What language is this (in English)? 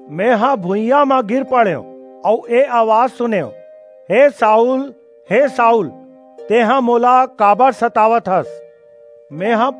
Chhattisgarhi